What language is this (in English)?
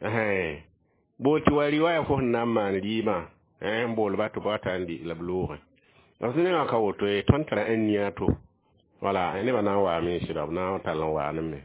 Mossi